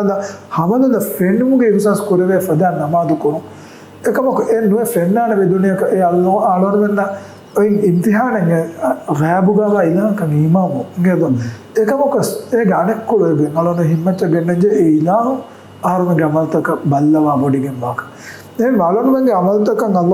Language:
Divehi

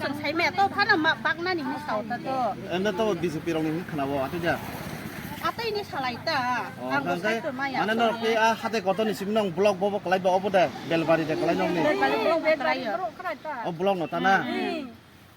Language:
Kok Borok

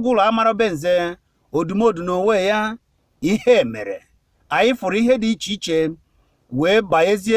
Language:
Igbo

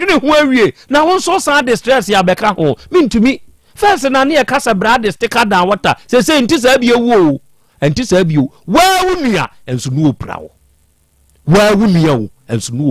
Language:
Akan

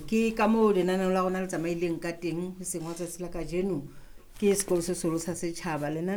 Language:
Southern Sotho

